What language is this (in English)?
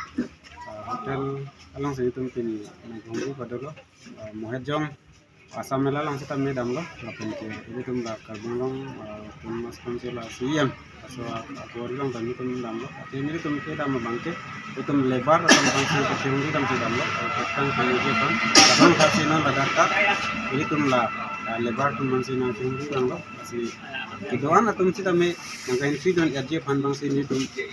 Karbi